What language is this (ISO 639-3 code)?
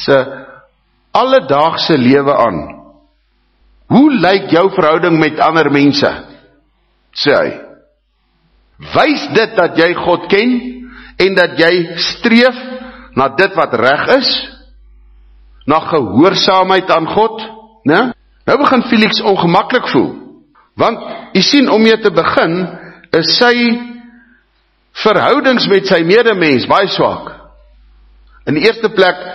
afr